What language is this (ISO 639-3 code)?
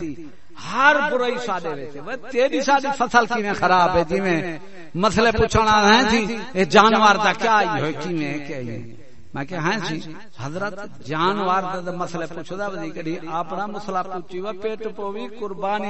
skr